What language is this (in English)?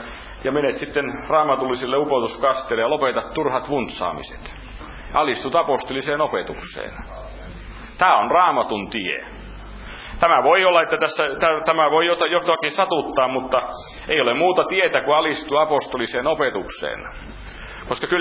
Finnish